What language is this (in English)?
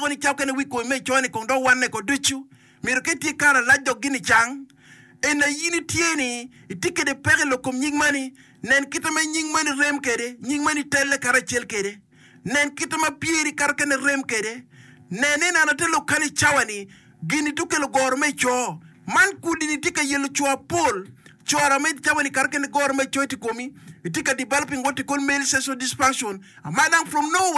Acoli